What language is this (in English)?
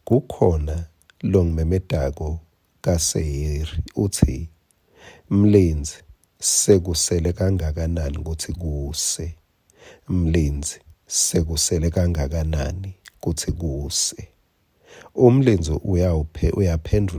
Swati